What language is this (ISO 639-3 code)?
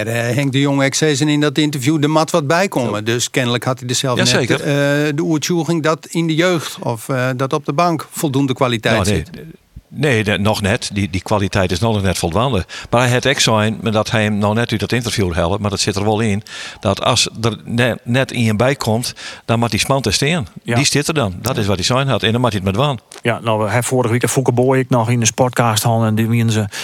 fry